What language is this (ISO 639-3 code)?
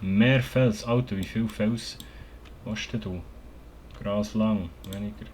gsw